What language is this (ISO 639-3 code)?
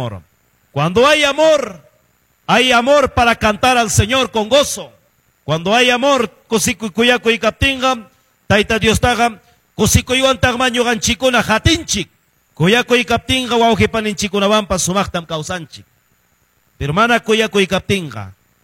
quy